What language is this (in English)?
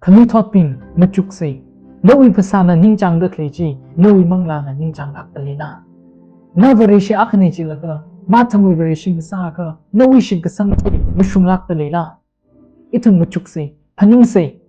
Tangkhul Naga (India)